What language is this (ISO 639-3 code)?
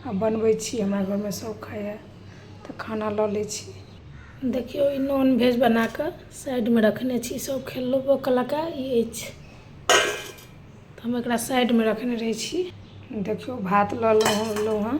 mai